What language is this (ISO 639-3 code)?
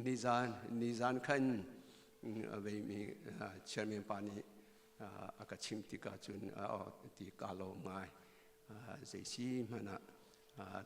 cnh